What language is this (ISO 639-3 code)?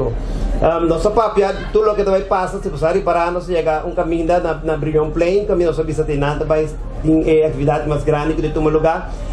pap